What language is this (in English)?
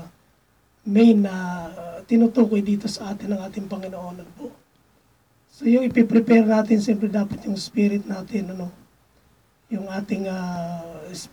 Filipino